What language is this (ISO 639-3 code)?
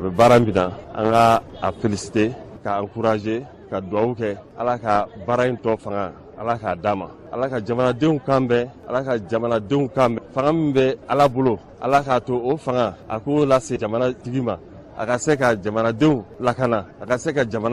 bam